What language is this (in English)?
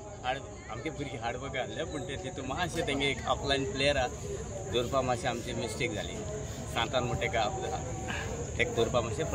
Konkani